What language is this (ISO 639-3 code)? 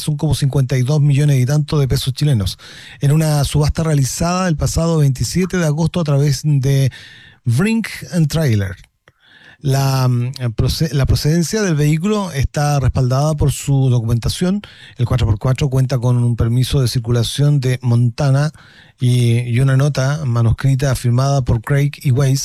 spa